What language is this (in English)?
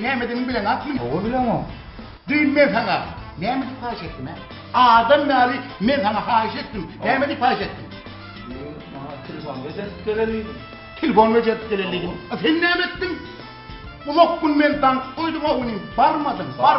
Turkmen